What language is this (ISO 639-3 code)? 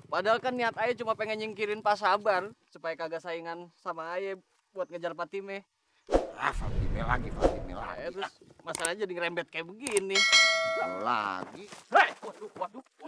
bew